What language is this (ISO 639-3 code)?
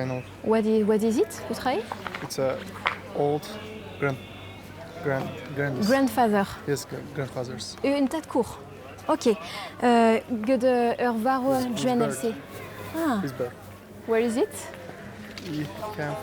bre